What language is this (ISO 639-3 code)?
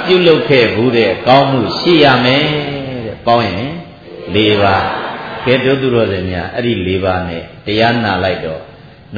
mya